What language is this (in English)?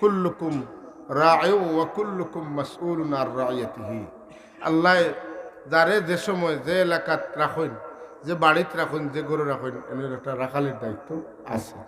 Sylheti